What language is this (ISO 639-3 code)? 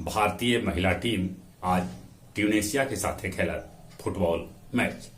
mag